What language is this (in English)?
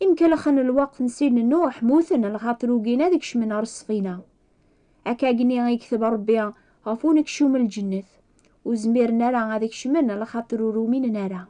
Kabyle